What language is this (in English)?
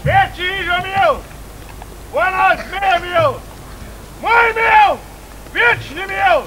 Upper Sorbian